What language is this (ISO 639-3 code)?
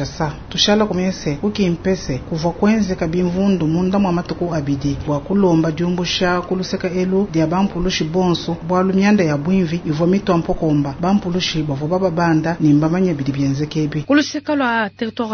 lua